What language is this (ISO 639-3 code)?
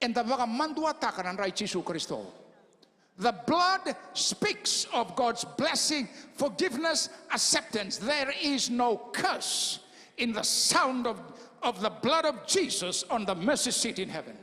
fij